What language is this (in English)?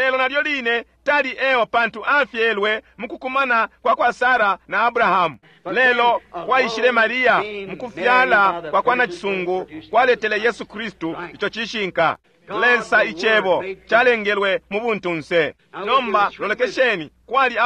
Bemba